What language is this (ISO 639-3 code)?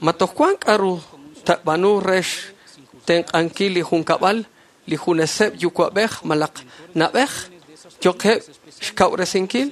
kek